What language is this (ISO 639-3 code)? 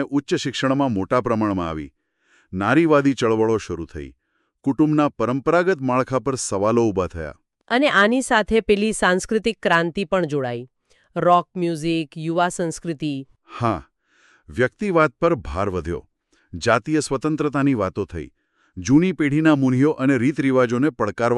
guj